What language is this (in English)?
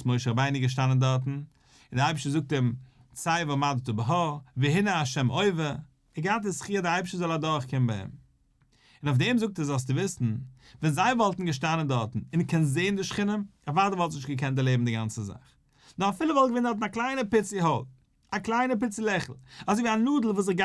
Yiddish